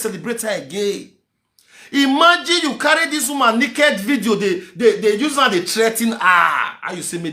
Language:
Nigerian Pidgin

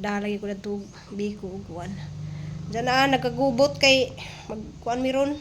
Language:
Cebuano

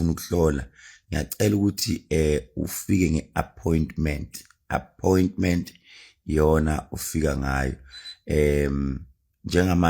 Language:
Zulu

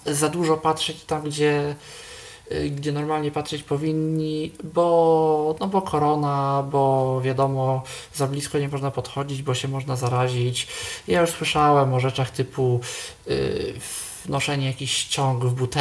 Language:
Polish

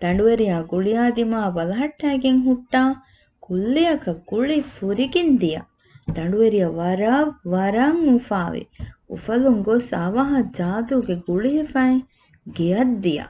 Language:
Divehi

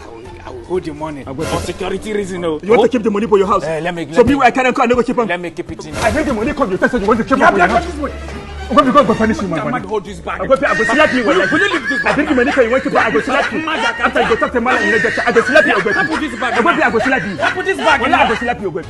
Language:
Nigerian Pidgin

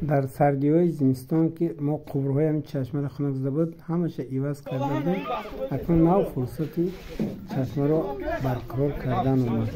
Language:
Tajik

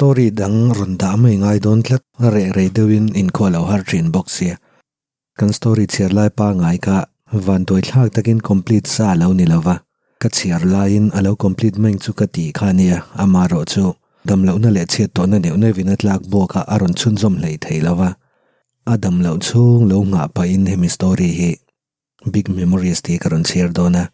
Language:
Mizo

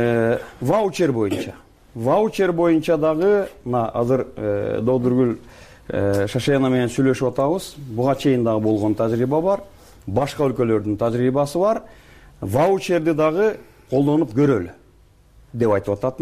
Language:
Kyrgyz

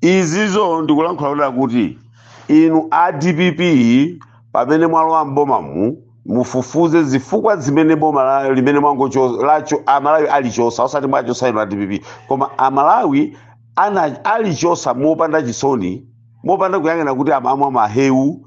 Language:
Nyanja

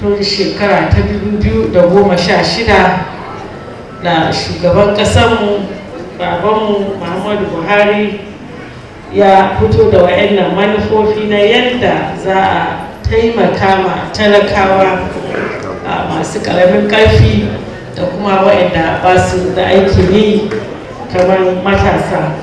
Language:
Hausa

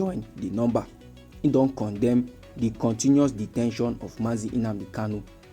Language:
Nigerian Pidgin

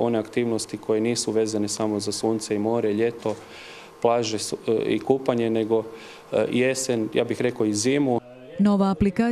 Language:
Croatian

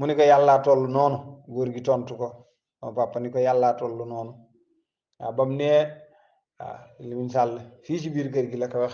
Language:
Wolof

